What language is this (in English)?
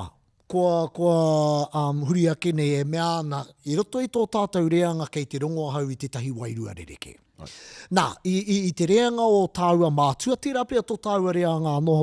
Māori